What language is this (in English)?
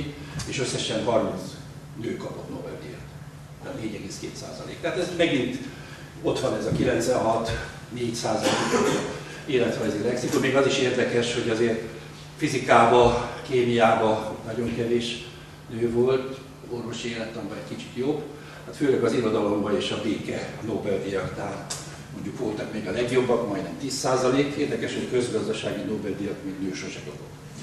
Hungarian